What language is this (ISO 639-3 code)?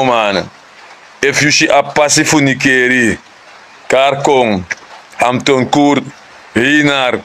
srn